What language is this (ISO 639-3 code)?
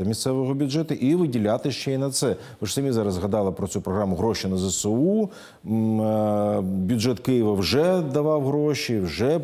ukr